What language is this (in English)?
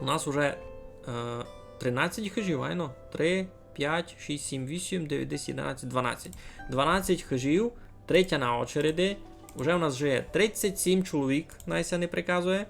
Rusyn